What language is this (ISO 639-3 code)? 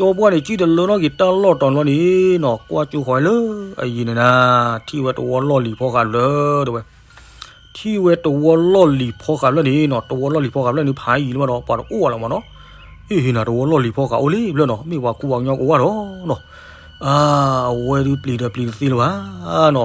ksw